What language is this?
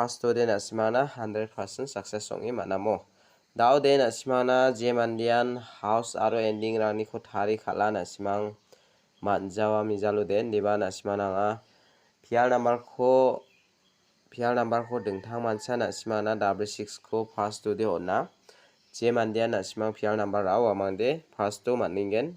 Garo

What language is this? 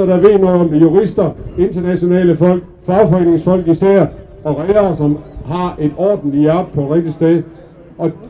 Danish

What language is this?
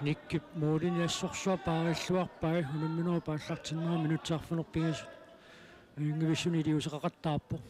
Kalaallisut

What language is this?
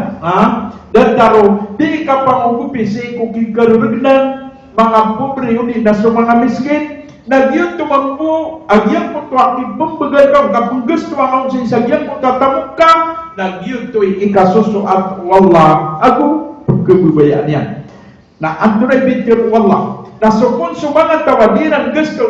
Maranao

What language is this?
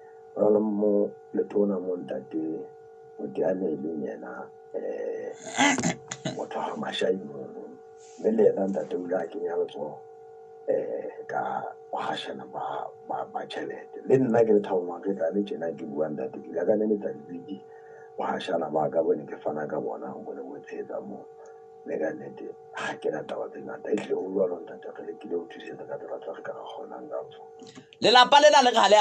Southern Sotho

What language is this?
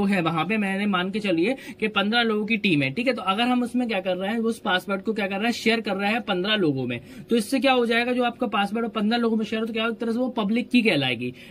Hindi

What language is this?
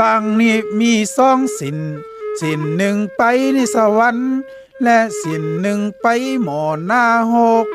Lü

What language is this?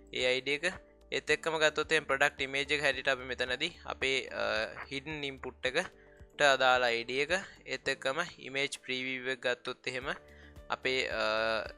Sinhala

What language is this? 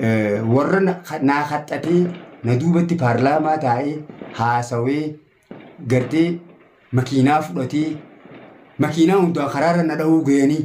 Oromo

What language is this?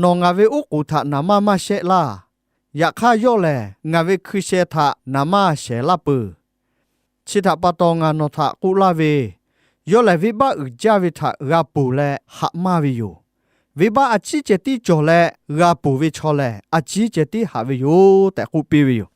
Lahu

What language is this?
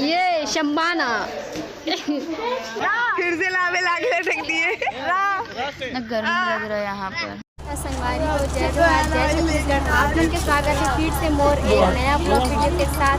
Chhattisgarhi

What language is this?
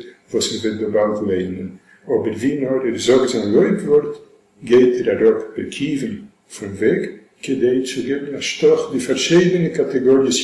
Yiddish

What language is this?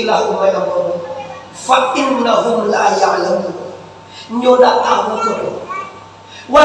Minangkabau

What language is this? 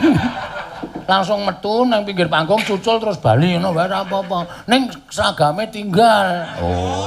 Javanese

